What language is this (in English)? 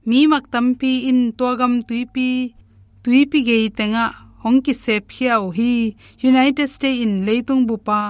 Tedim Chin